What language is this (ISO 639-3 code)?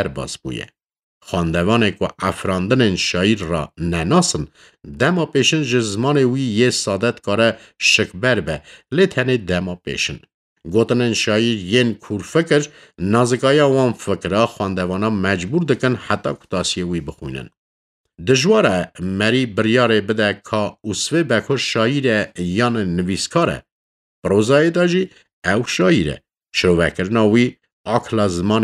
kur